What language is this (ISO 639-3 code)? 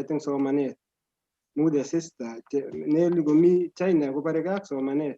kln